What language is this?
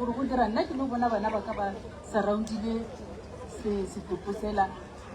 Northern Sotho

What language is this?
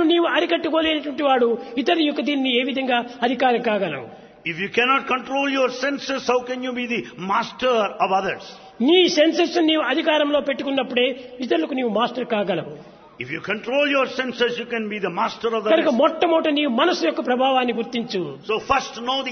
Telugu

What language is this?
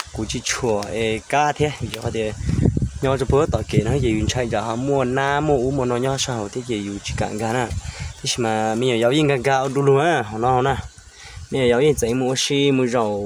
Hmong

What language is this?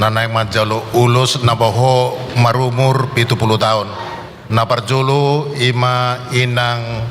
Batak Toba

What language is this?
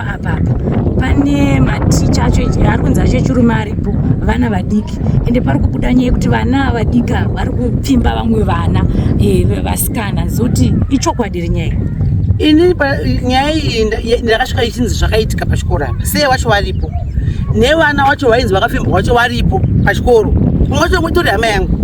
Shona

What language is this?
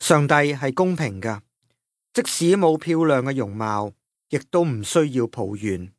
Cantonese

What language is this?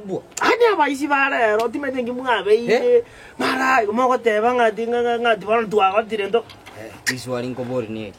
Gusii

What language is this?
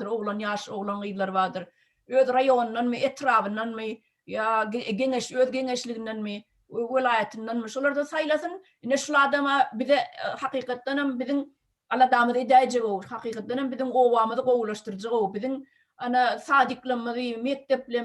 Turkmen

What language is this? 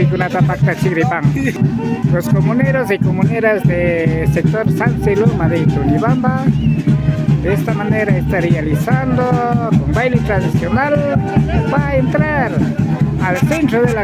Imbabura Highland Quichua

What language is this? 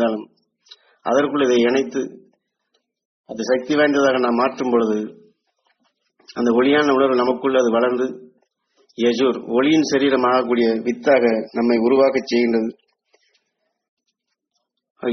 Tamil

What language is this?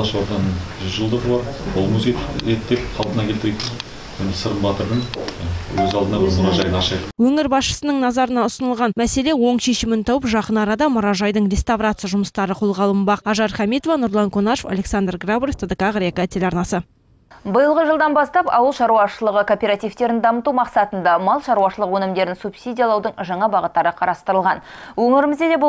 Kazakh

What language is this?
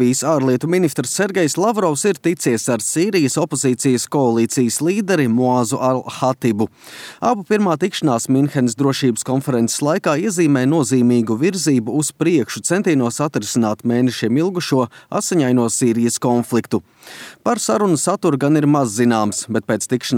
Latvian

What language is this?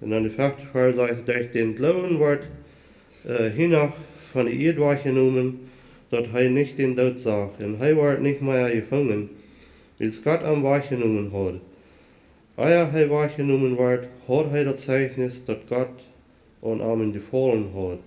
Plautdietsch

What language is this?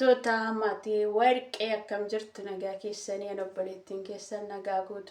Oromo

